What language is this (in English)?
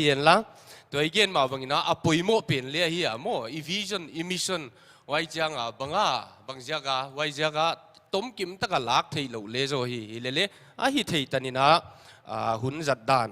Paite Chin